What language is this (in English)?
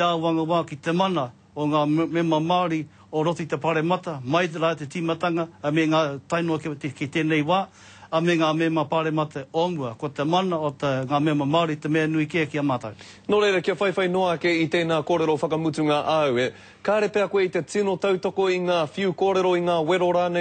Māori